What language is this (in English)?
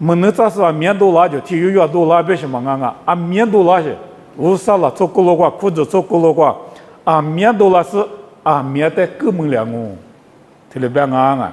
Lisu